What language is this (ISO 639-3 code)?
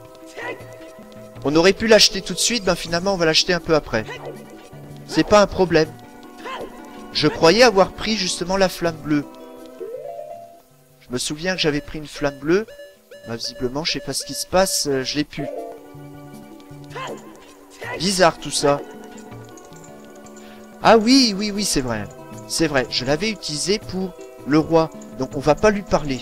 fra